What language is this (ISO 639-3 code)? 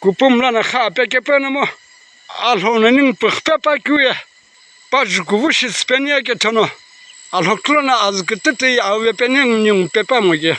nsm